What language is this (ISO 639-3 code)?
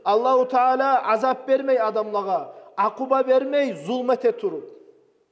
kum